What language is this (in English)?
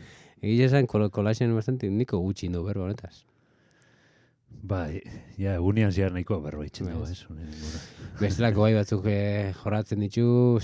Basque